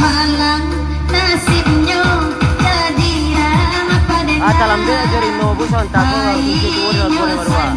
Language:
Minangkabau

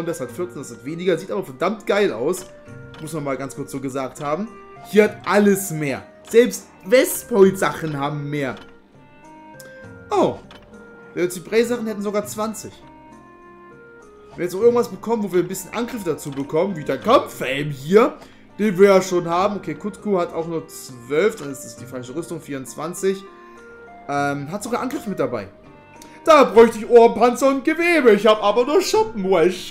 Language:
German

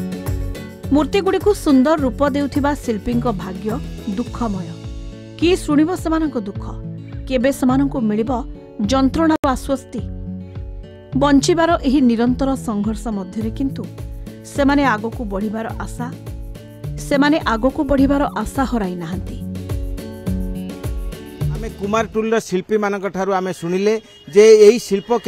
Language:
Odia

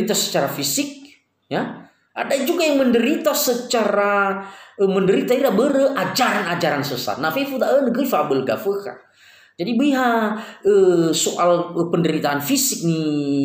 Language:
Nias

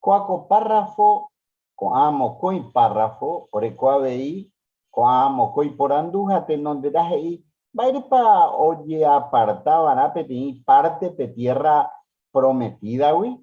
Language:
Guarani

